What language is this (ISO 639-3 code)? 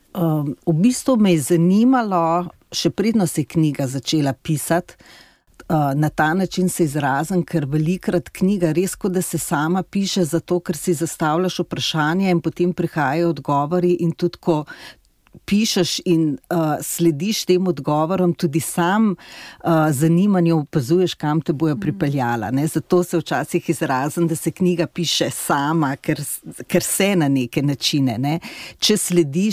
slv